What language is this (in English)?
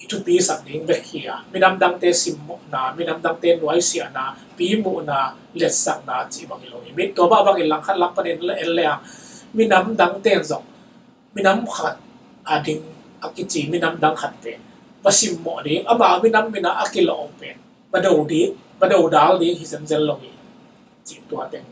Tedim Chin